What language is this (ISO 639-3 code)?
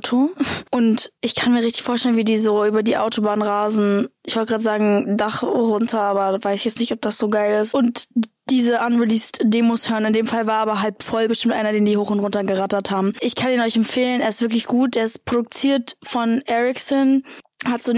deu